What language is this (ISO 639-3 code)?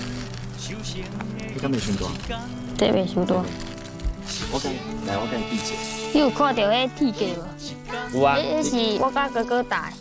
nan